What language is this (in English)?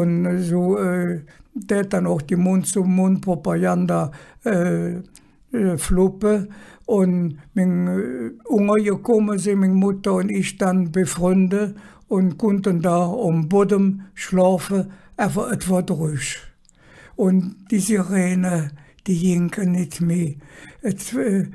Colognian